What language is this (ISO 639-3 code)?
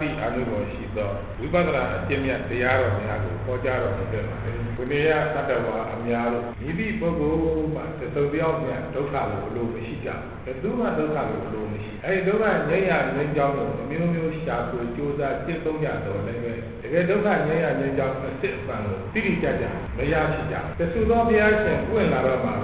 mya